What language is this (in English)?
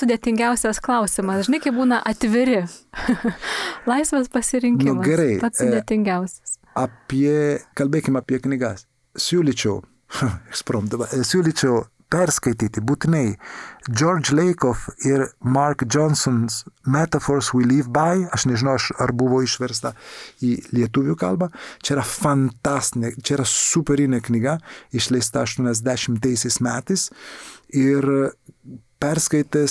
Lithuanian